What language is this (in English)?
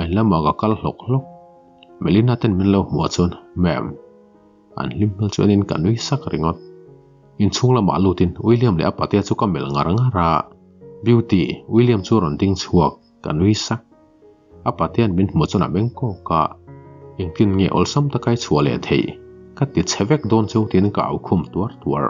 Mizo